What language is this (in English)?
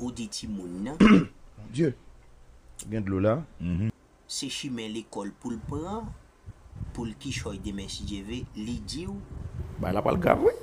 Haitian Creole